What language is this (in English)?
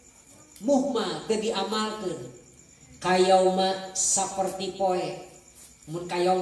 Sundanese